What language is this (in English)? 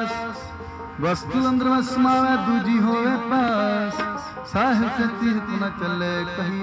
Punjabi